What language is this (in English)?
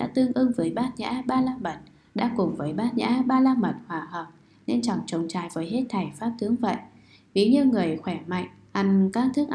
Vietnamese